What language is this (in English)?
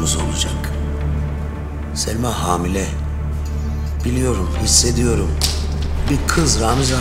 Turkish